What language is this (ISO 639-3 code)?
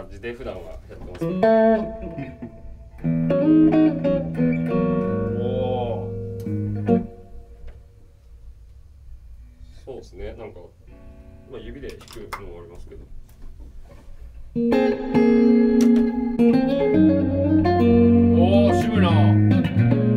jpn